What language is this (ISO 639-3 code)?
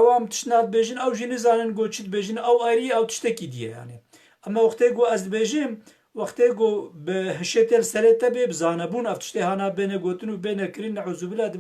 kur